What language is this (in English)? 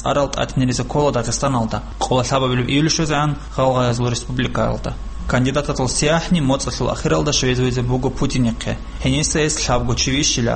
Avaric